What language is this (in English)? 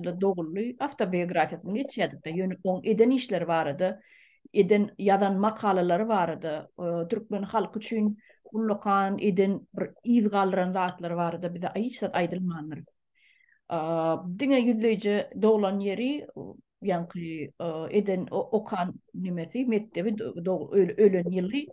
Turkmen